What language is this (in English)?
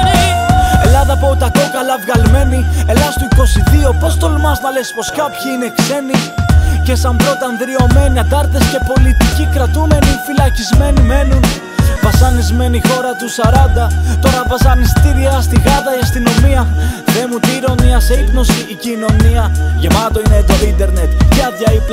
Greek